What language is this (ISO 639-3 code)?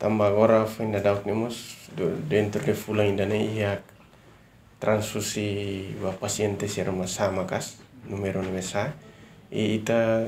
tet